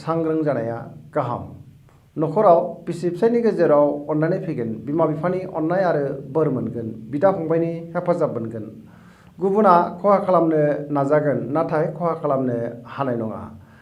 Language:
Bodo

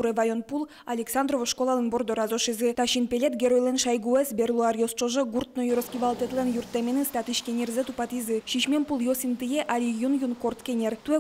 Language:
Udmurt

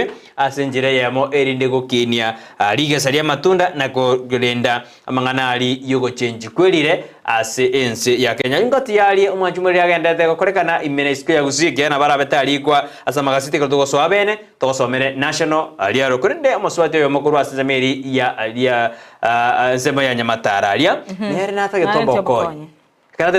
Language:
Gusii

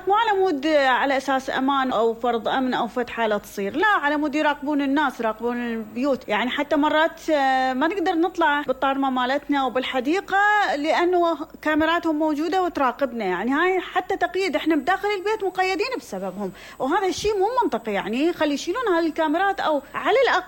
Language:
Mesopotamian Arabic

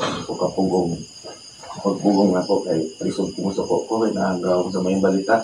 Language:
Cebuano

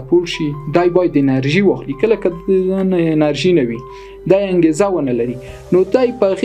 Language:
Pashto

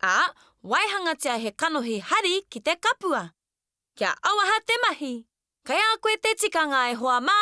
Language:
Māori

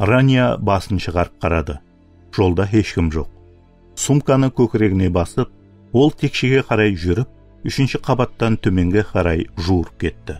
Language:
Kara-Kalpak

